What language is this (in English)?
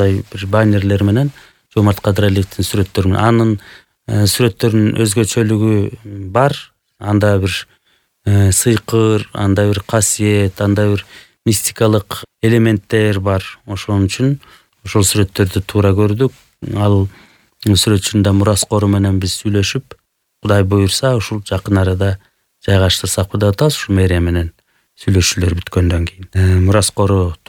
Kyrgyz